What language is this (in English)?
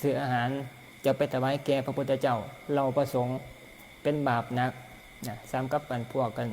Northeastern Thai